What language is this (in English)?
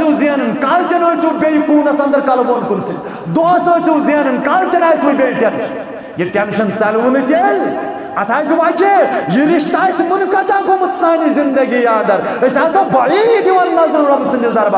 Kashmiri